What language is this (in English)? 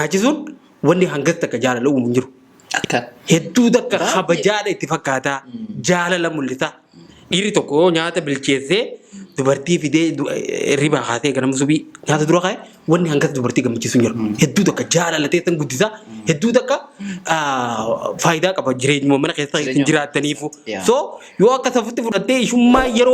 Oromo